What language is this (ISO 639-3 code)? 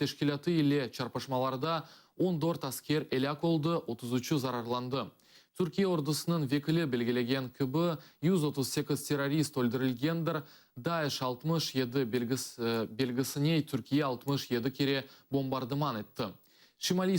crh